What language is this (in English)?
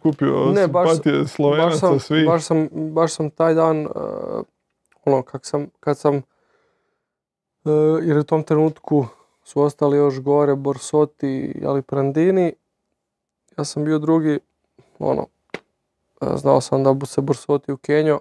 Croatian